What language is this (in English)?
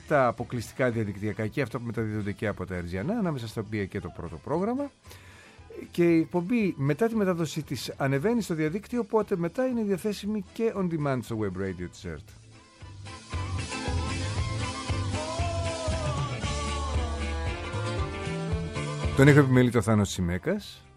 Greek